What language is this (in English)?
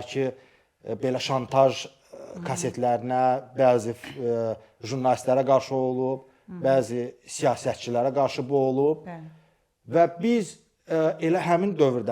Azerbaijani